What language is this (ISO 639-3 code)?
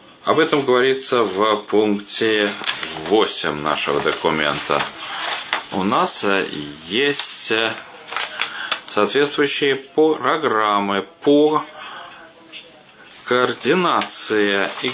rus